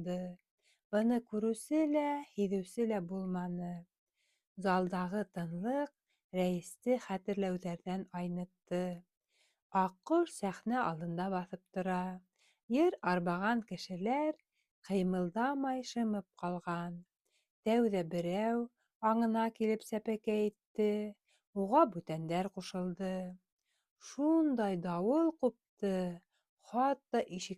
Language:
Bashkir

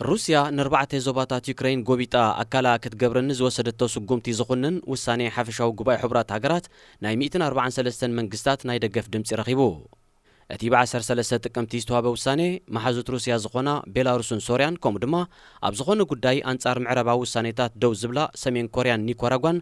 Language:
Tigrinya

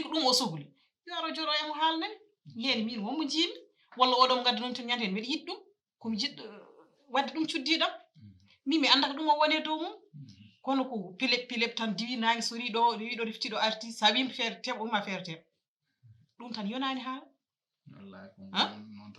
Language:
Fula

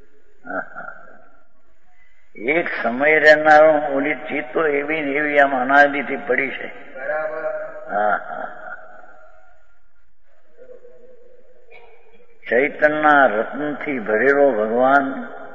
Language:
Gujarati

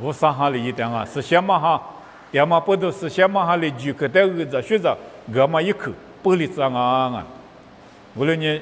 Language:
Lisu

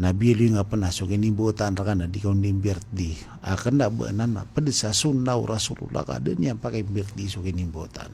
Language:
Maranao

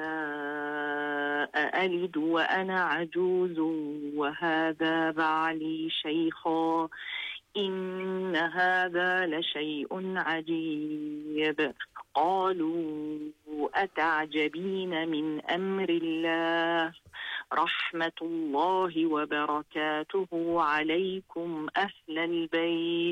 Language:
Arabic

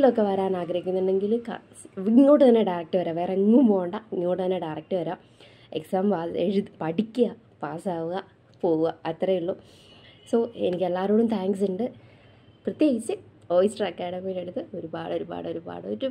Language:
Malayalam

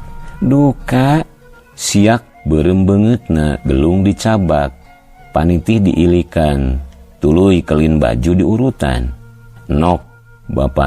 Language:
Sundanese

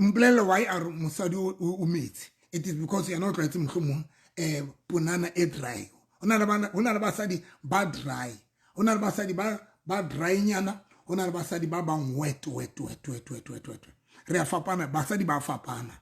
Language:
Southern Sotho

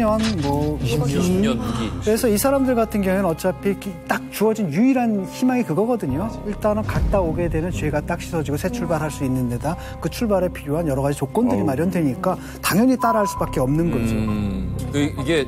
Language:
Korean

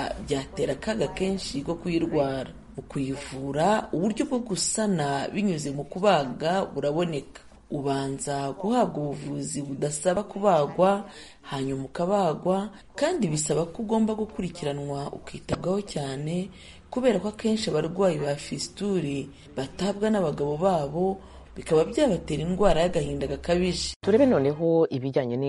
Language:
Kinyarwanda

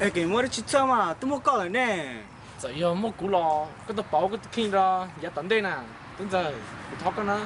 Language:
Hmong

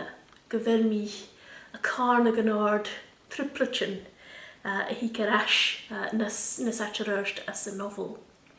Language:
Scottish Gaelic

